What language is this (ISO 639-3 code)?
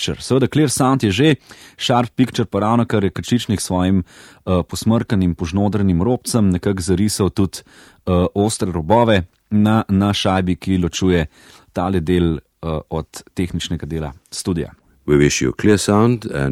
slv